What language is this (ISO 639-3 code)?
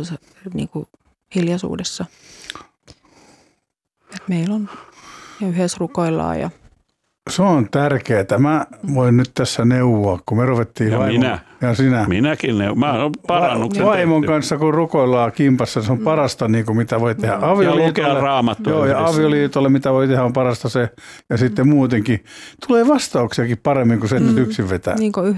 fin